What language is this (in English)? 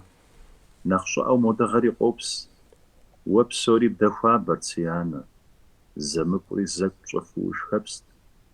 Kabardian